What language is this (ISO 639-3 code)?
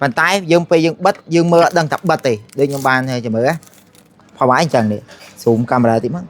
khm